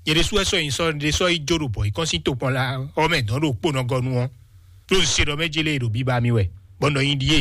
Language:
Fon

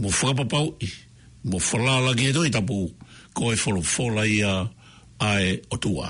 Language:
Tongan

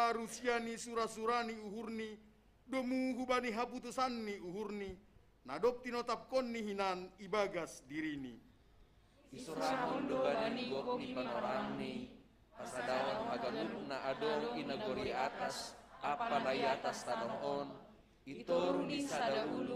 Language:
Batak Simalungun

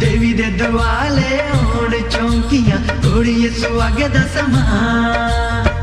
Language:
Dogri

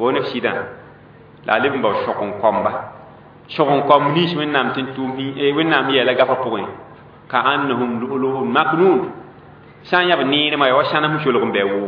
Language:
Mossi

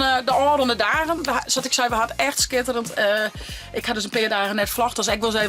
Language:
Western Frisian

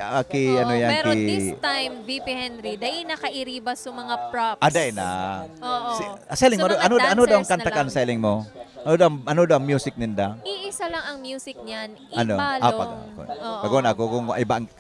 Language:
Bikol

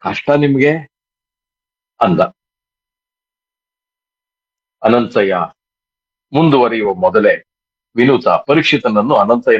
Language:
Kannada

